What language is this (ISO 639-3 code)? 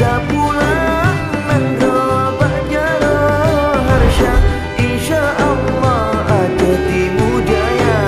ace